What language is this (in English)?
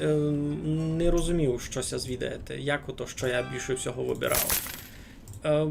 Rusyn